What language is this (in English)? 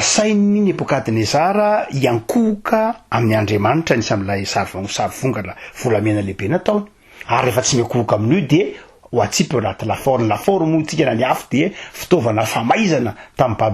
Malagasy